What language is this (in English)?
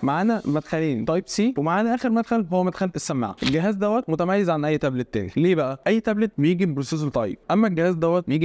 Egyptian Arabic